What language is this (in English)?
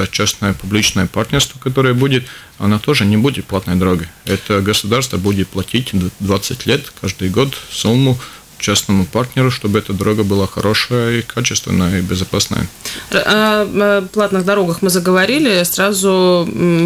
Russian